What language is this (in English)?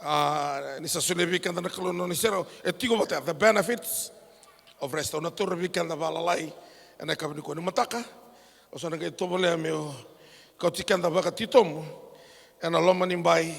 Fijian